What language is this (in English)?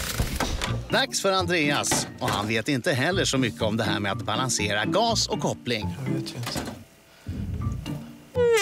Swedish